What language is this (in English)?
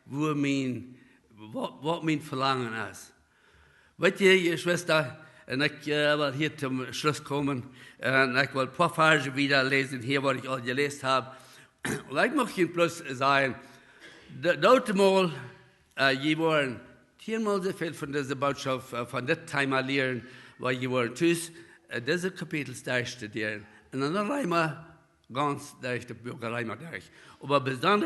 Plautdietsch